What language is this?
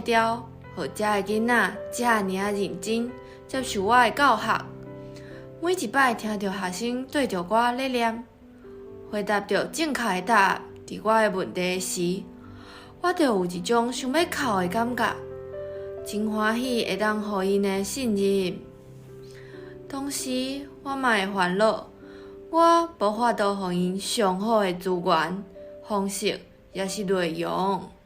Min Nan Chinese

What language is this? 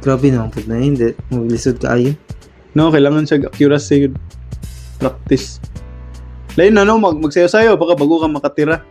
Cebuano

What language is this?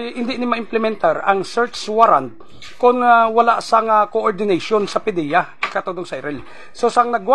Hiligaynon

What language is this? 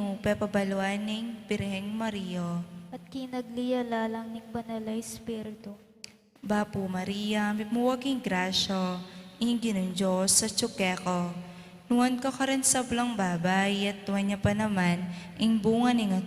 Pampanga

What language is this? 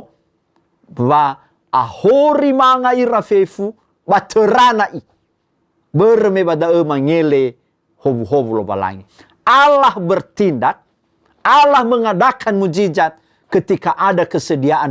Nias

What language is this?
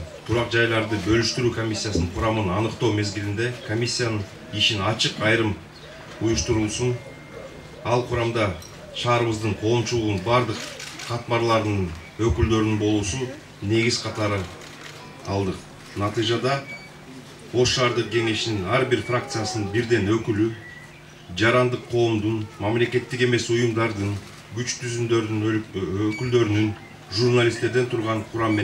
Kyrgyz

